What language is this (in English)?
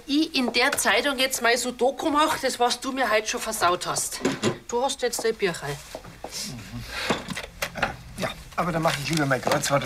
Bavarian